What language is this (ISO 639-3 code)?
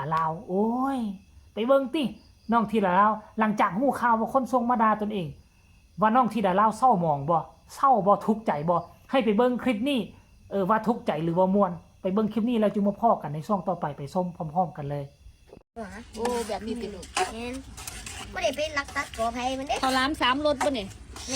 tts